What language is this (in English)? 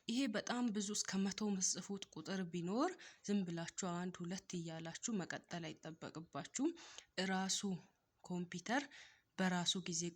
Amharic